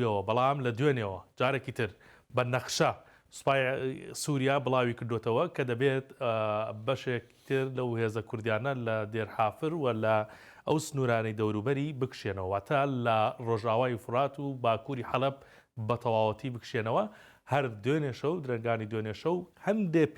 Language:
Central Kurdish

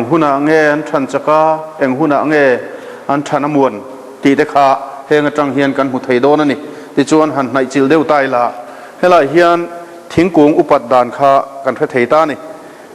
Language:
Mizo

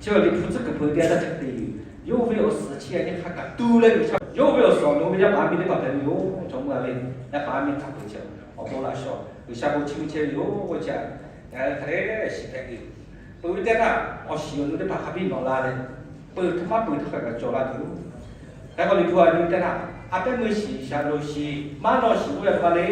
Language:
Lahu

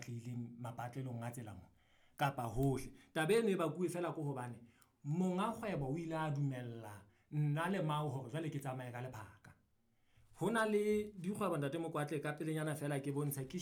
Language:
Southern Sotho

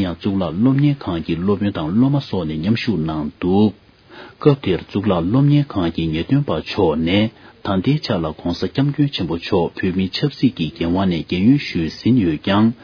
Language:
Tibetan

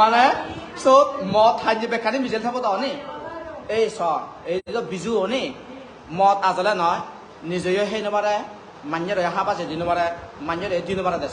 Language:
Chakma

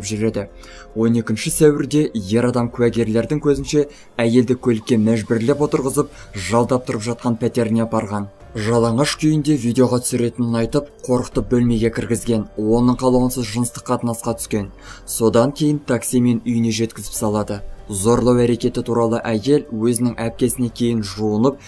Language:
Kazakh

